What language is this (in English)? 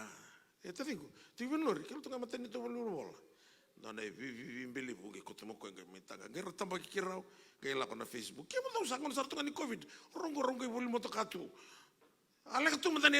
Fijian